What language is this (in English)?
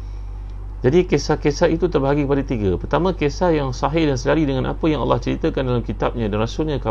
Malay